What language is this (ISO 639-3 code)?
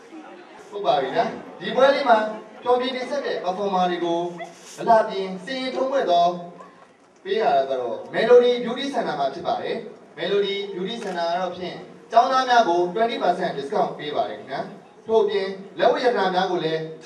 mya